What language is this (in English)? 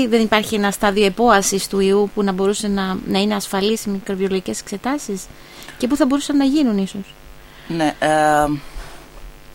Greek